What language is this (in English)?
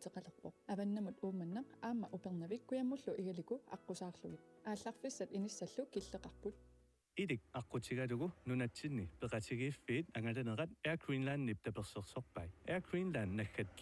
Kalaallisut